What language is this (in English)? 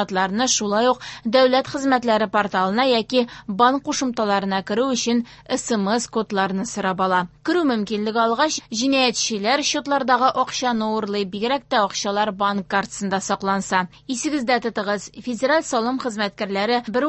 Tatar